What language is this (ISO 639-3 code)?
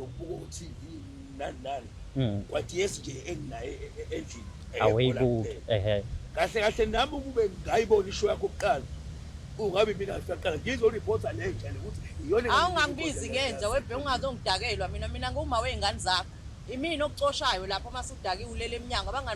zul